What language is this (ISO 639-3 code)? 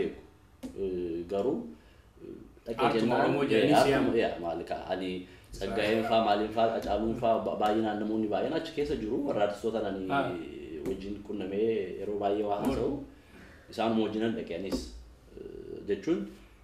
orm